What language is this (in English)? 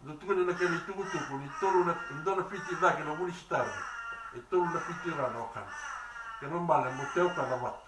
Fijian